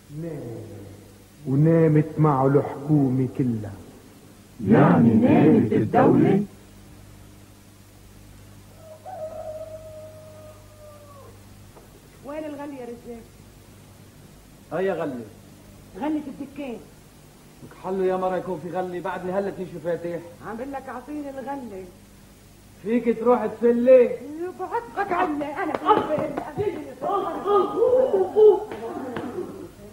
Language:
North Levantine Arabic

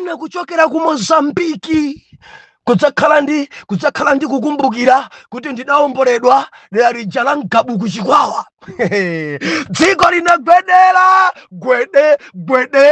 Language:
Nyanja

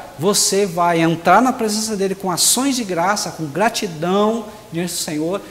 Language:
Portuguese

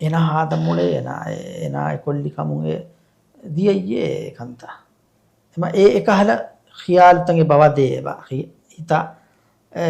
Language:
Divehi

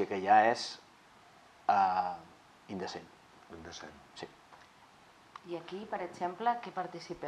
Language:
Catalan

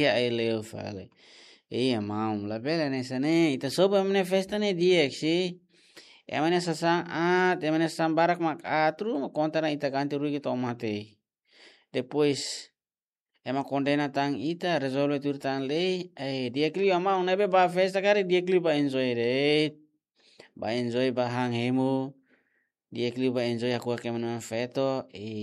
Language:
Tetum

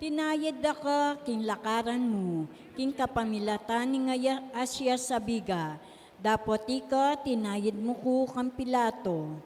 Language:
Pampanga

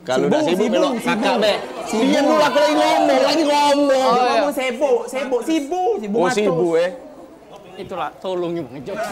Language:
Musi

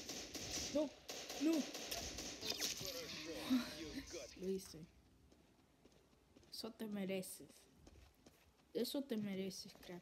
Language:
Spanish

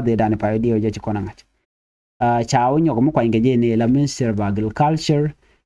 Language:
Nuer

